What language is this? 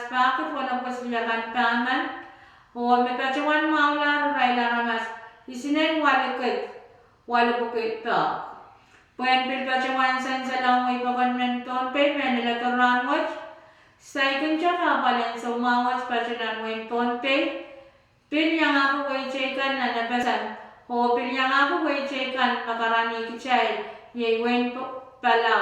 Pohnpeian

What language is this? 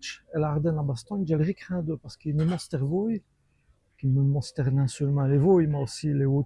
Walloon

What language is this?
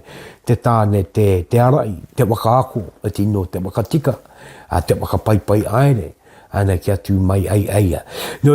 Māori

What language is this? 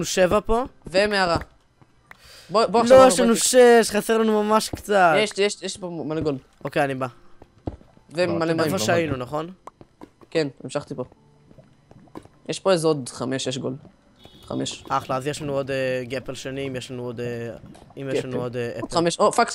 Hebrew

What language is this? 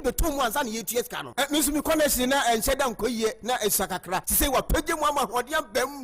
Akan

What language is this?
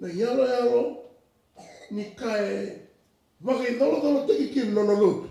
Fijian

